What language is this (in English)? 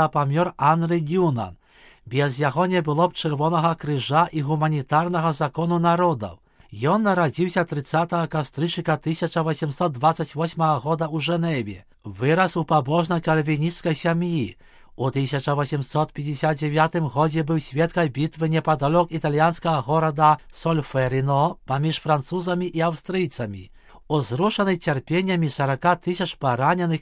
Belarusian